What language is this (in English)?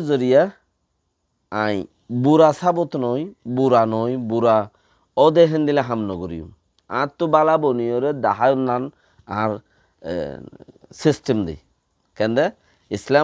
Rohingya